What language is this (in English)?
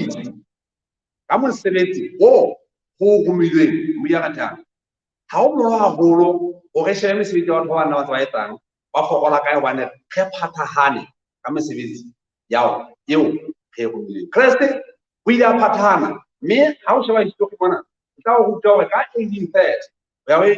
Southern Sotho